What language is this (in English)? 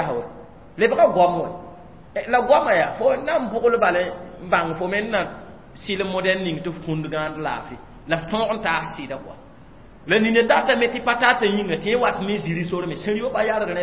Mossi